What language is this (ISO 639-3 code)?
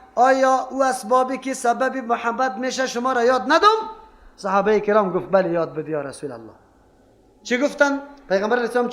fas